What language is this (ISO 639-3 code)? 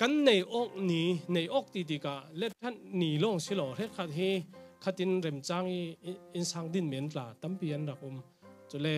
cfm